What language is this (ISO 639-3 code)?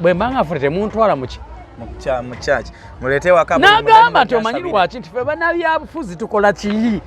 lug